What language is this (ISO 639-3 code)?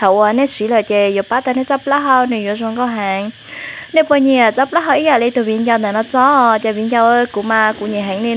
hmn